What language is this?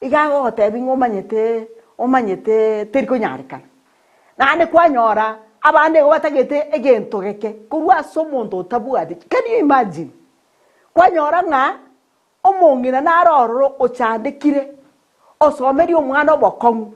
Gusii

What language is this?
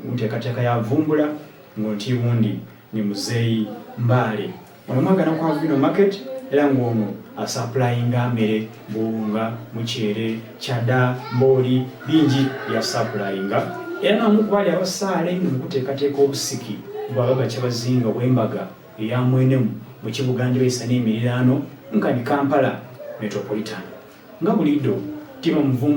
Soga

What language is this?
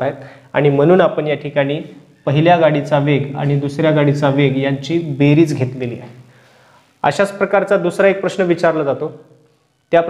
Marathi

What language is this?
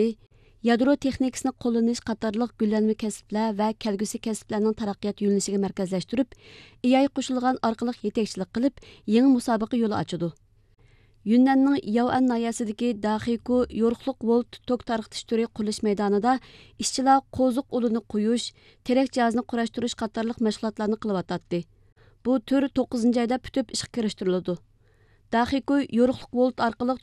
Uyghur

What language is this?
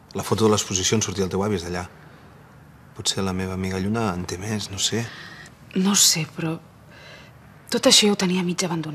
Catalan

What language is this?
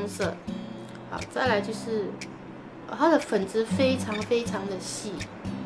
Chinese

